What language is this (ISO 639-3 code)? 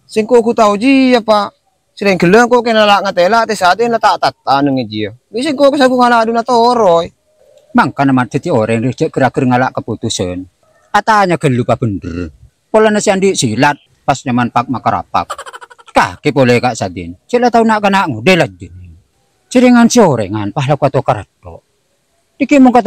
mad